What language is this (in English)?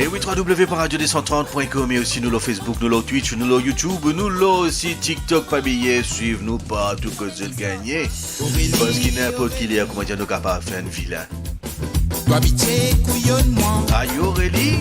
Morisyen